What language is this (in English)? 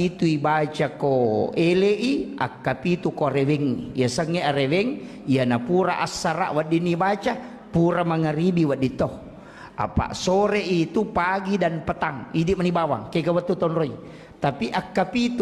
Buginese